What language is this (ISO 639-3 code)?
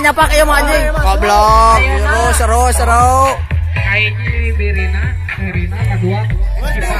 sun